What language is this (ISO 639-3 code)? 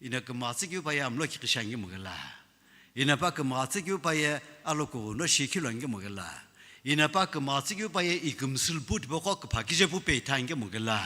nsm